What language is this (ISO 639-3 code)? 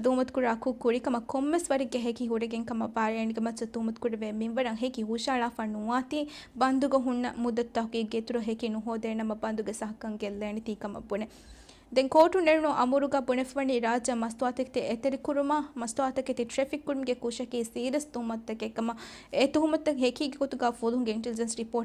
div